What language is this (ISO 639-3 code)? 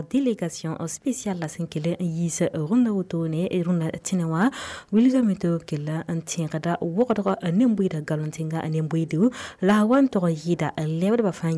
mos